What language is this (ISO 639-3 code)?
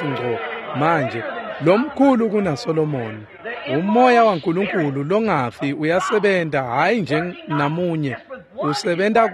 ssw